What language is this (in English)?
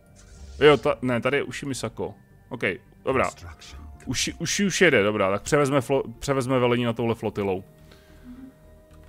Czech